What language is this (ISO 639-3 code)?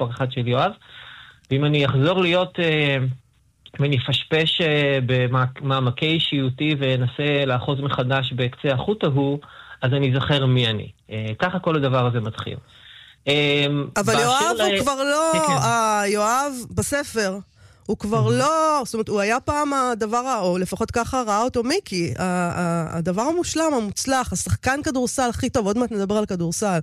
heb